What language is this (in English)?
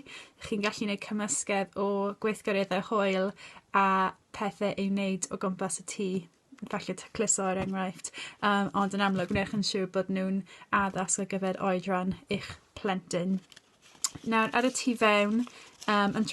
Welsh